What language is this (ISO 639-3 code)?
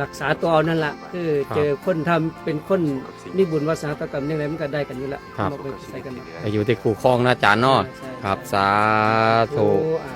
tts